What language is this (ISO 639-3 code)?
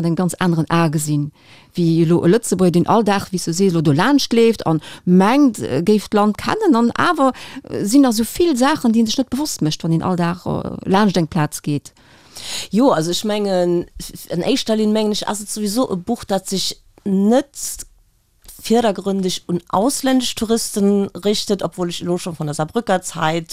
ltz